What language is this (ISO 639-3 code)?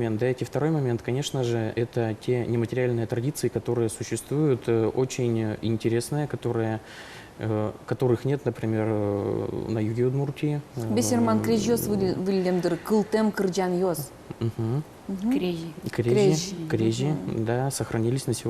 udm